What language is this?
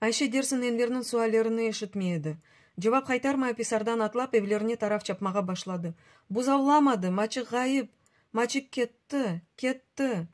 Crimean Tatar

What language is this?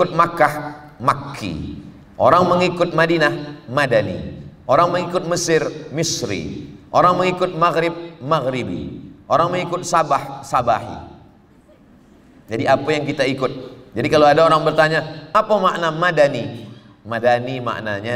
Malay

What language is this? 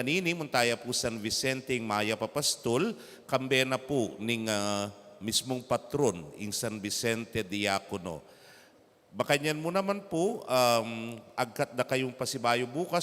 Pampanga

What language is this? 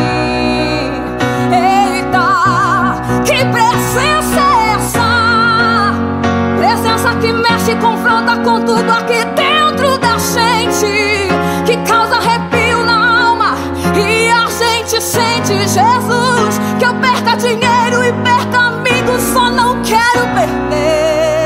Portuguese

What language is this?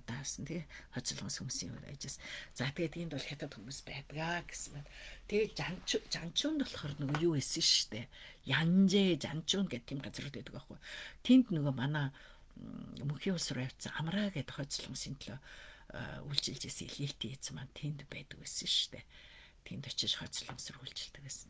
Mongolian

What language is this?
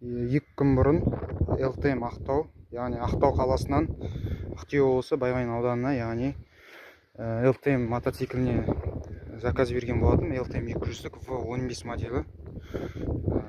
Kazakh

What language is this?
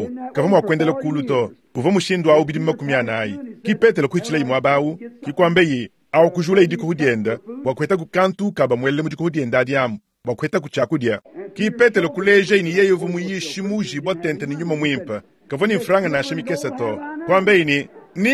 Luba-Lulua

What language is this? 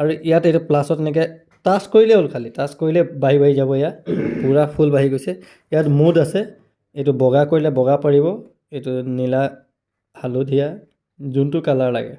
Assamese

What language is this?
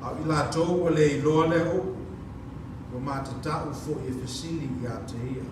Samoan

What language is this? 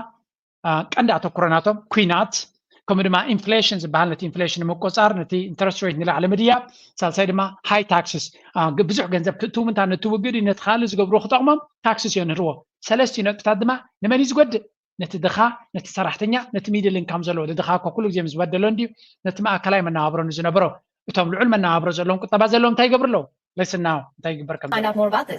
Tigrinya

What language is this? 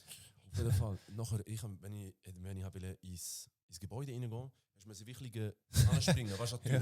Swiss German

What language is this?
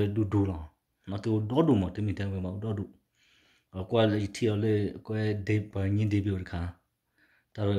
S'gaw Karen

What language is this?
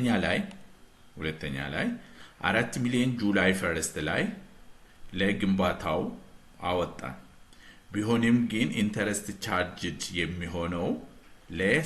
Amharic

